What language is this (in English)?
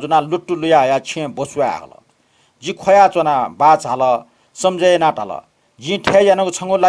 Newari